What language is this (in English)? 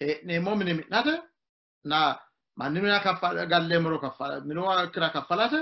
Sidamo